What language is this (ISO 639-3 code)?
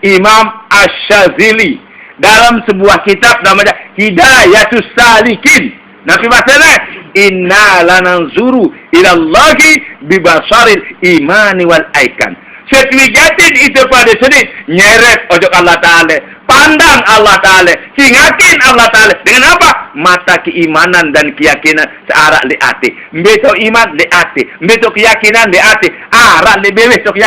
sas